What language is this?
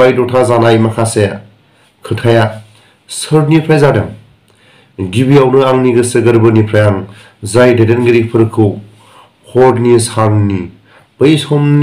Bodo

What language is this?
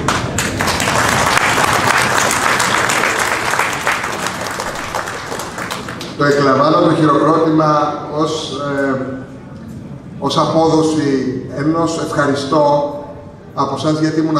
Greek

